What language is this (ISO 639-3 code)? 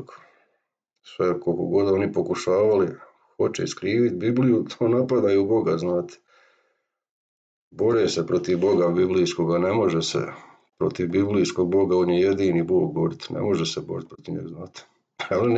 hrv